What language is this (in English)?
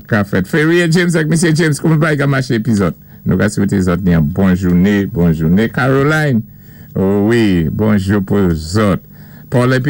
Saint Lucian Creole French